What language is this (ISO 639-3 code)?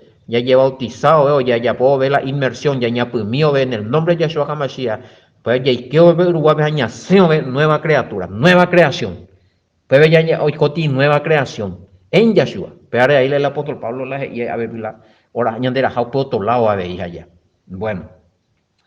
grn